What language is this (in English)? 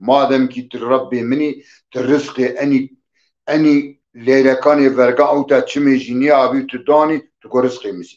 Zaza